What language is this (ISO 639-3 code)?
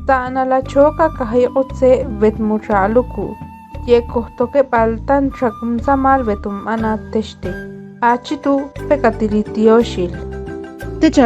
ixl